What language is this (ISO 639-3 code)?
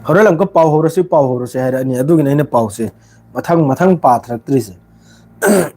mni